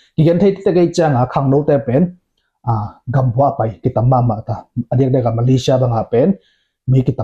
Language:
Tedim Chin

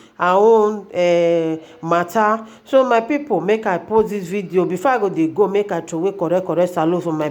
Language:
Nigerian Pidgin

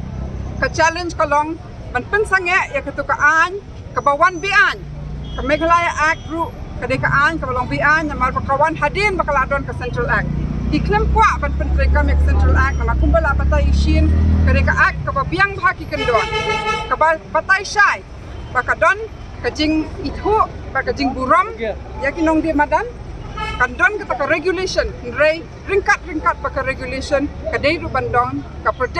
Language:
Khasi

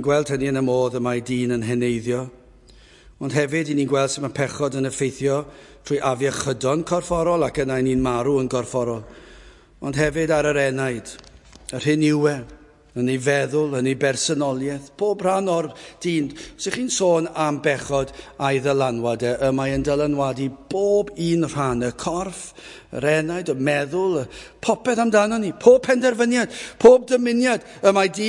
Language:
Welsh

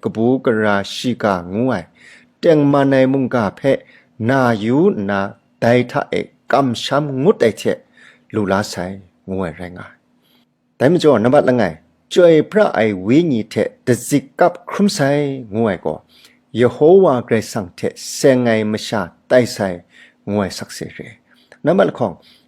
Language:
Kachin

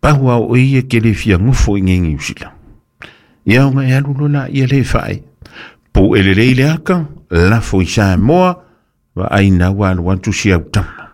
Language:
Samoan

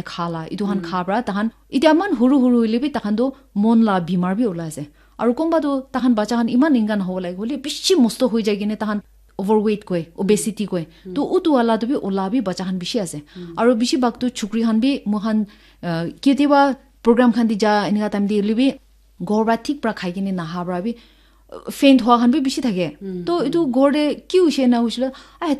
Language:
Naga Pidgin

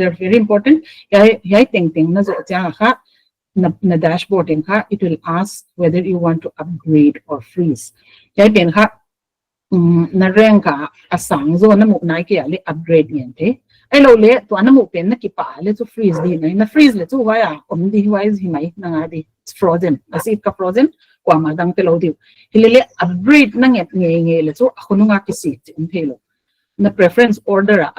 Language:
Paite Chin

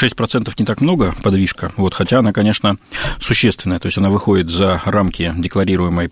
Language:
Russian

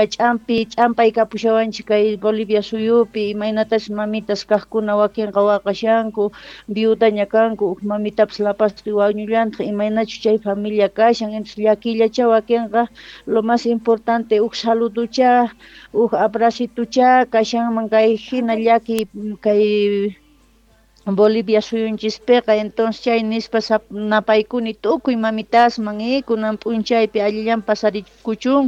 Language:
Quechua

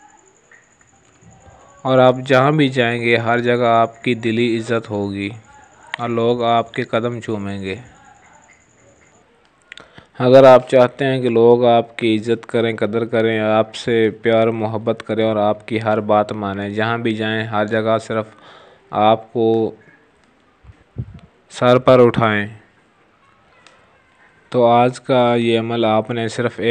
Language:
Urdu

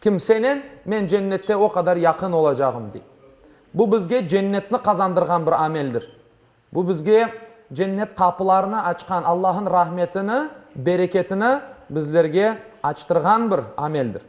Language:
Crimean Tatar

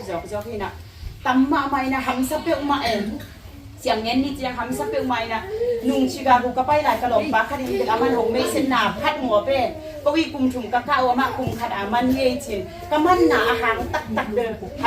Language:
Tedim Chin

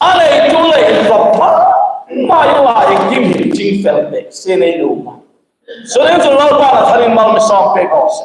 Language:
Hmar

